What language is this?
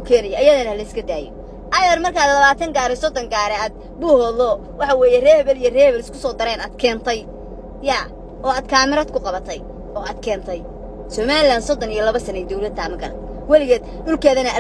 Somali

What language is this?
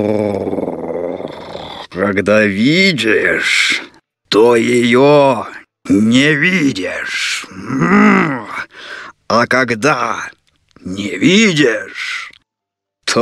Russian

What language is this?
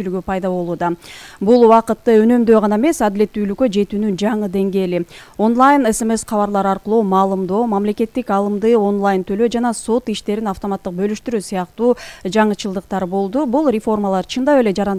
Kyrgyz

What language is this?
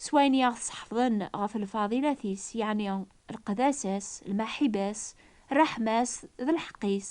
Kabyle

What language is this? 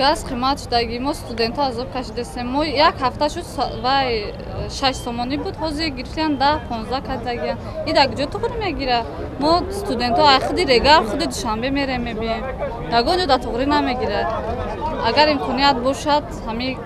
Tajik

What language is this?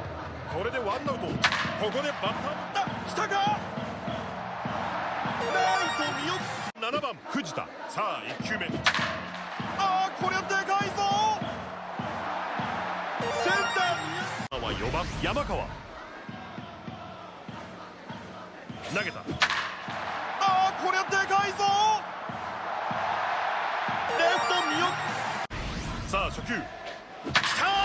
Japanese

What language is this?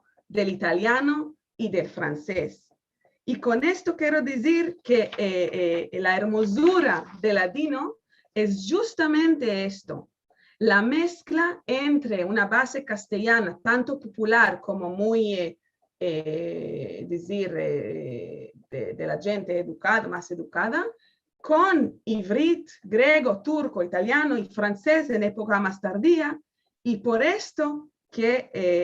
Ladino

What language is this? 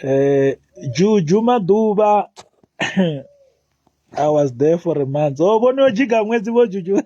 Venda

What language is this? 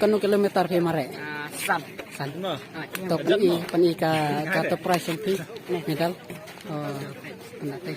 Khasi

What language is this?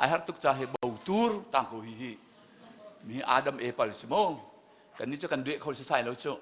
Hakha Chin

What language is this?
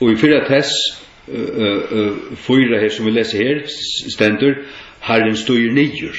Faroese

